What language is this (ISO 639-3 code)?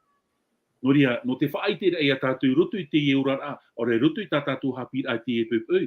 tah